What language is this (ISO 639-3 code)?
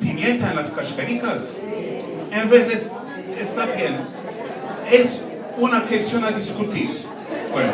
lad